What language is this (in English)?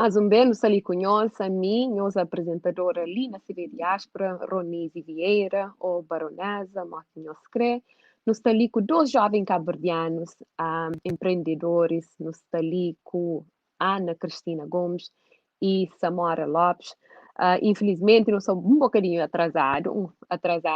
Kabuverdianu